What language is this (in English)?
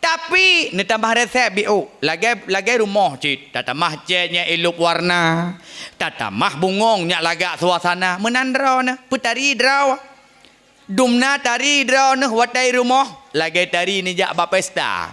Achinese